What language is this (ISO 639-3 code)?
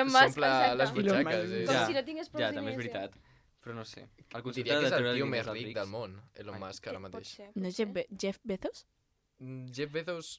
cat